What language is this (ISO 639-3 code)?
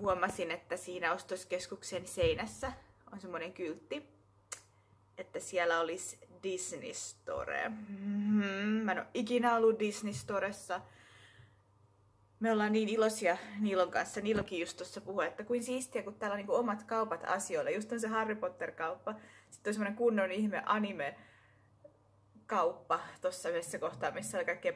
fin